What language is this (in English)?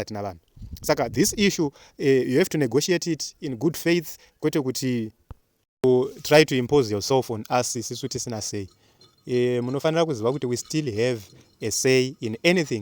Shona